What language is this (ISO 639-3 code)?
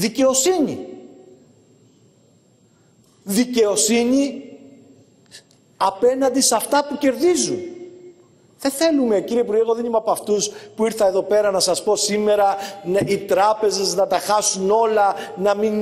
ell